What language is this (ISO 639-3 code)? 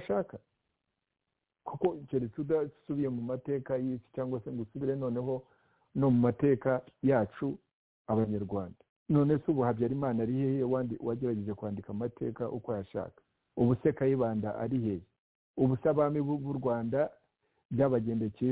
kin